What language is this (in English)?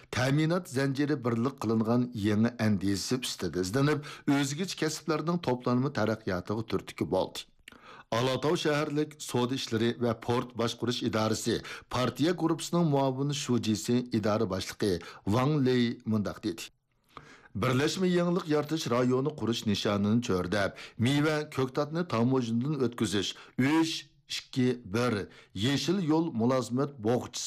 Uyghur